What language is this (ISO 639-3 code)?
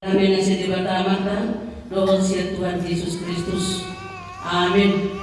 bbc